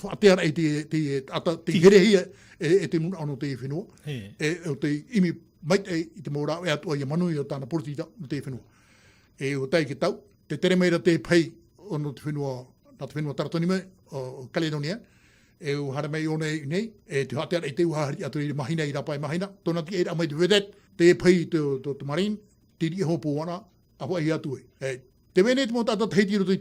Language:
Tahitian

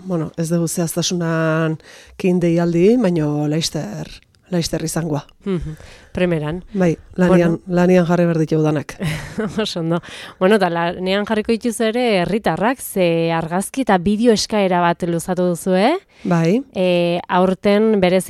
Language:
Basque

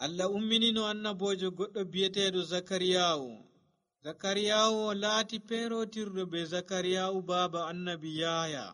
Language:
Nigerian Fulfulde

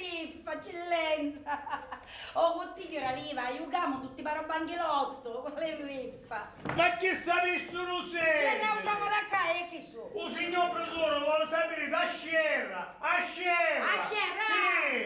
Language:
Sicilian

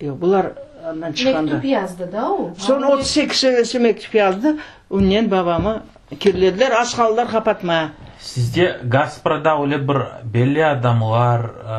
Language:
Crimean Tatar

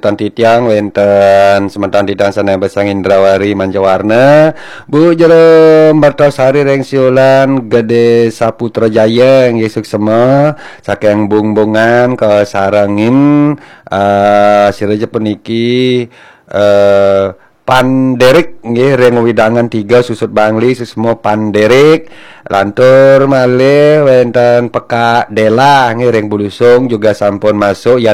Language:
Balinese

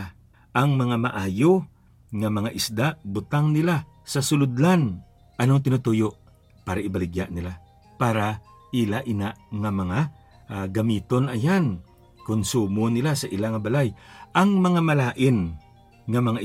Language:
Hiligaynon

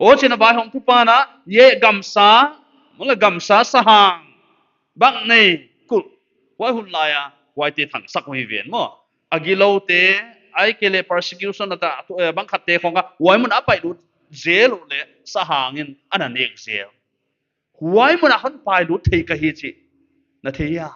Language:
Paite Chin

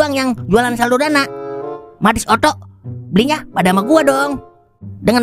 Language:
Betawi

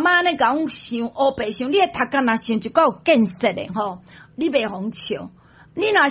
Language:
Min Nan Chinese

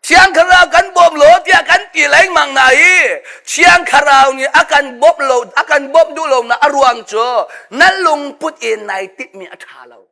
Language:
Hakha Chin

